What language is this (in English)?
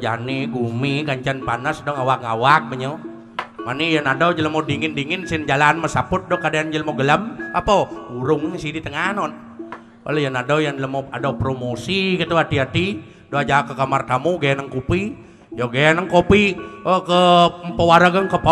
Balinese